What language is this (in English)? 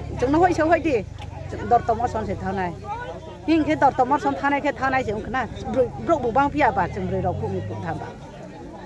Riang (India)